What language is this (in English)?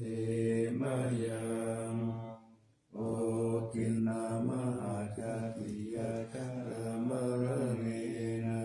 Pali